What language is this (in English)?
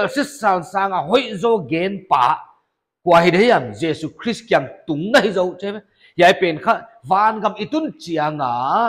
Paite Chin